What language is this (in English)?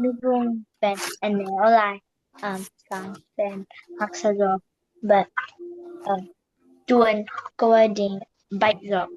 Tedim Chin